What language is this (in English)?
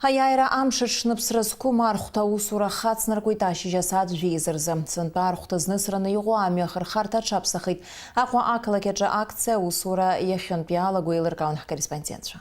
Abkhazian